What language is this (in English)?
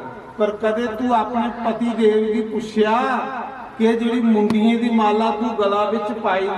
Dogri